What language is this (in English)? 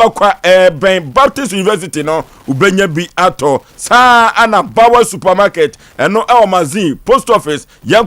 Akan